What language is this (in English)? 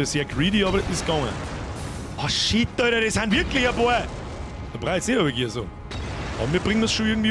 Bavarian